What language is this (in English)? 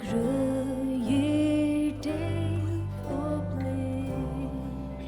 Faroese